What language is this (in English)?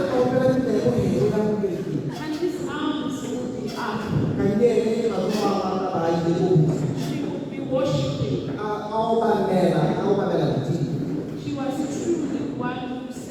Tswana